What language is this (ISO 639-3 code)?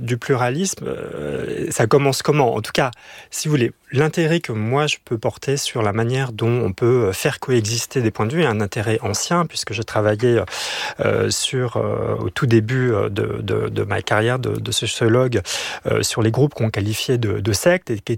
fra